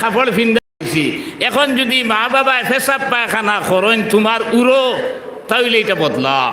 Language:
Sylheti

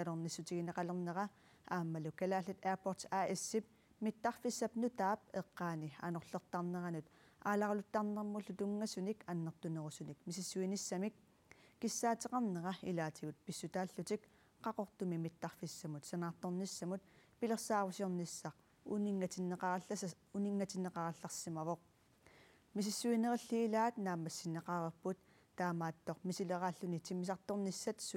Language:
Kalaallisut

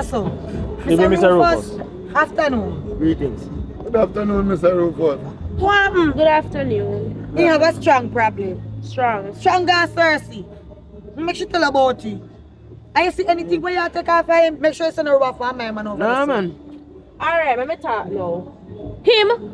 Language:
Jamaican Creole English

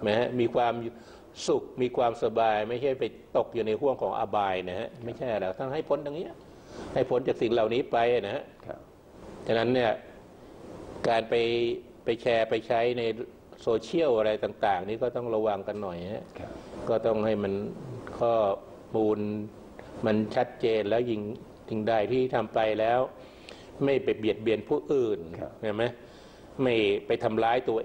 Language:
Thai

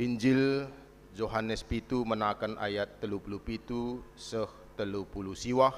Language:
Batak Karo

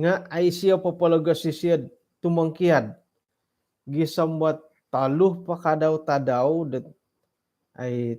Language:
Central Dusun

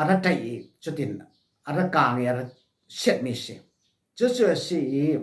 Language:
Falam Chin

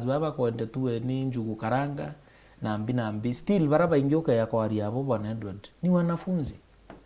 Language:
Meru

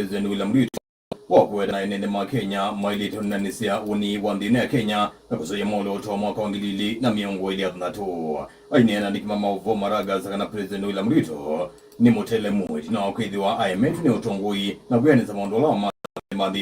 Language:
Kamba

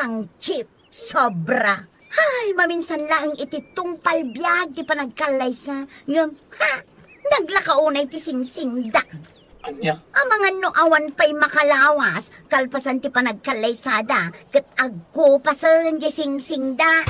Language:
Iloko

